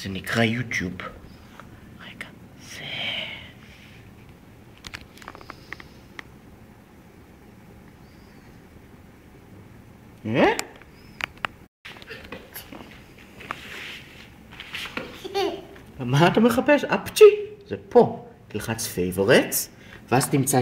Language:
Hebrew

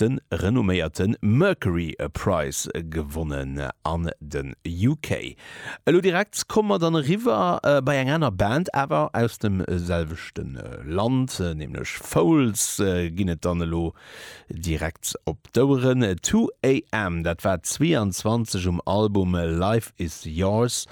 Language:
Luxembourgish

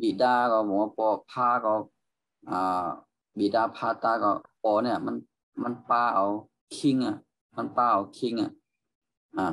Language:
Shan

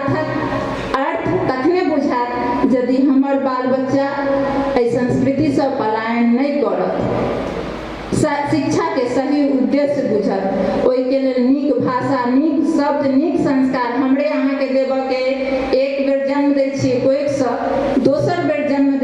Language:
Maithili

